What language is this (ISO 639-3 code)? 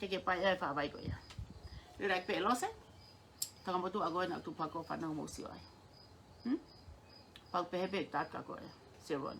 ton